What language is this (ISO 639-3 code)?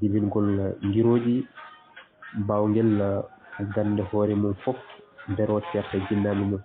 ful